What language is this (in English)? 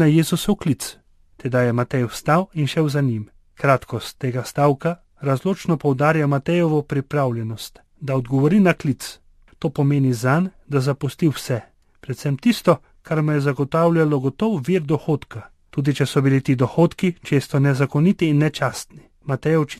Slovenian